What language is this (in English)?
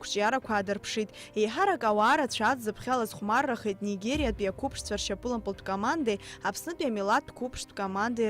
Abkhazian